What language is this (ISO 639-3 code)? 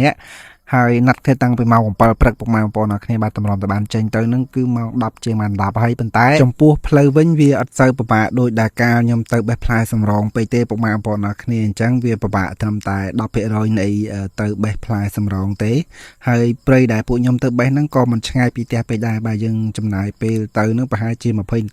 khm